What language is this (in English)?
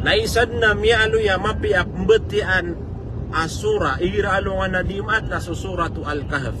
Maranao